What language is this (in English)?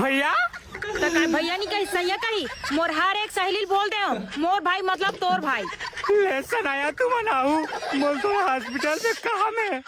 Chhattisgarhi